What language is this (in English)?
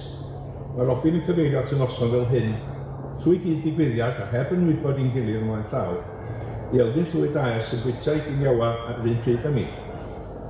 Welsh